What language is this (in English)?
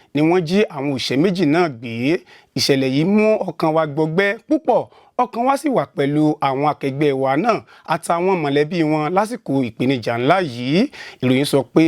Yoruba